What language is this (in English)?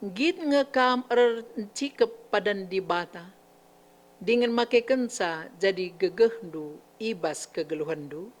Batak Karo